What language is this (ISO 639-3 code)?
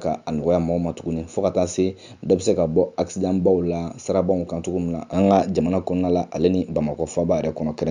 bam